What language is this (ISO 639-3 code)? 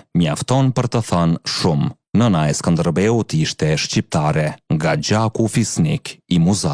sqi